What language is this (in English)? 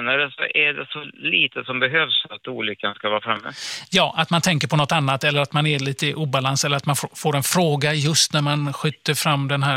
Swedish